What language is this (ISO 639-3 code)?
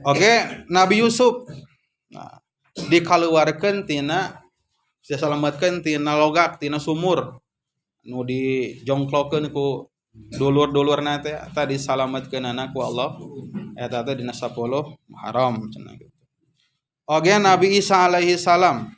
sun